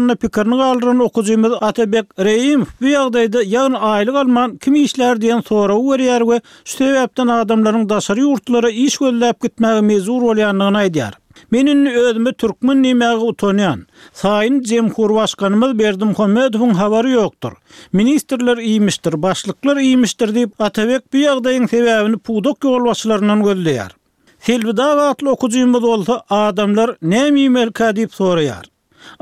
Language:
Turkmen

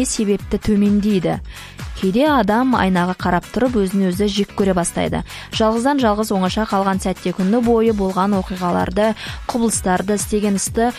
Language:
Kazakh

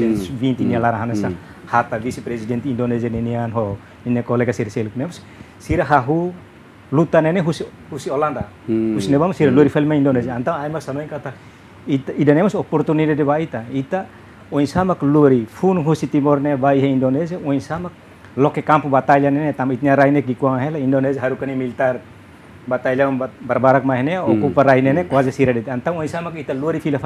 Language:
Tetum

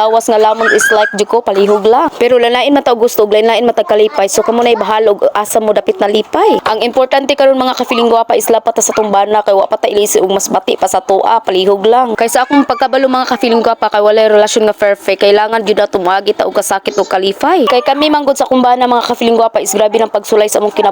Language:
Cebuano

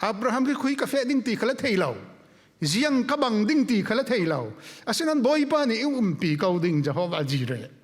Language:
Falam Chin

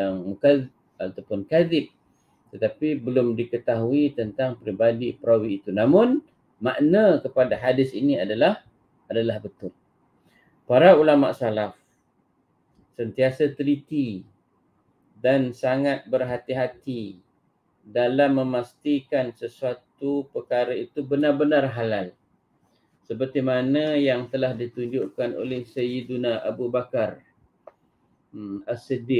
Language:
Malay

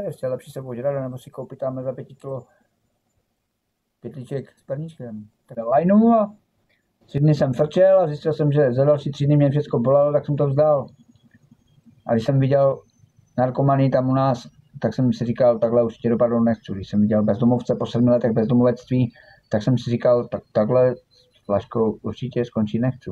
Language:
Czech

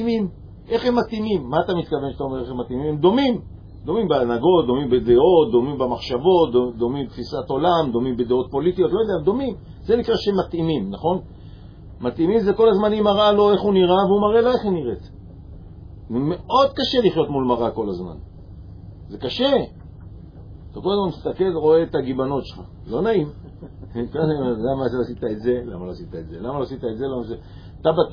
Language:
Hebrew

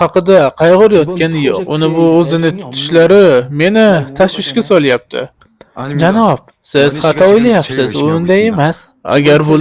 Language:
Uzbek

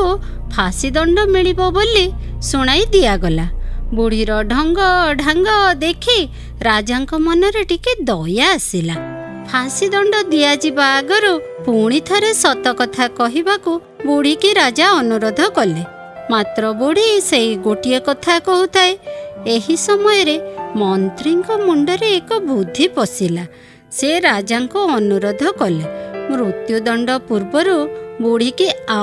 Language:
Odia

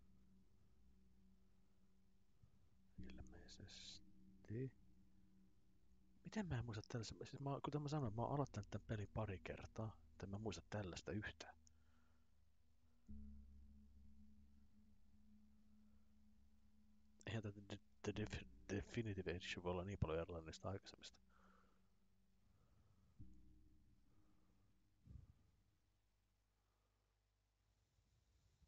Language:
Finnish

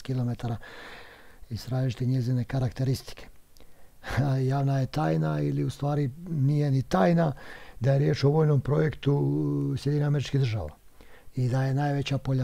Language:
Bosnian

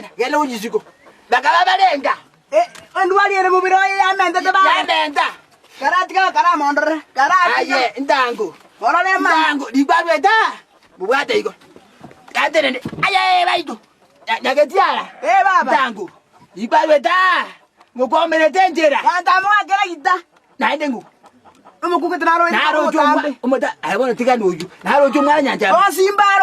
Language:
Gusii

